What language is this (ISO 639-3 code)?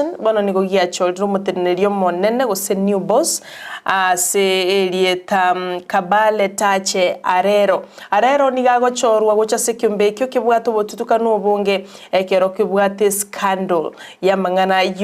guz